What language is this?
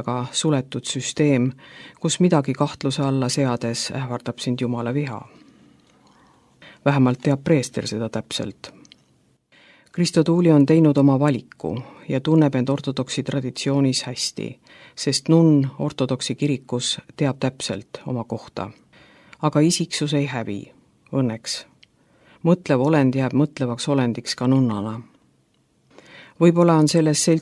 Estonian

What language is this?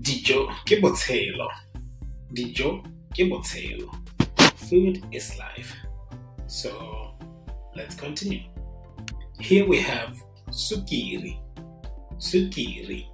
Tswana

